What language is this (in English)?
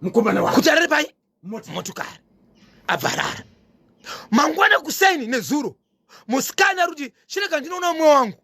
Shona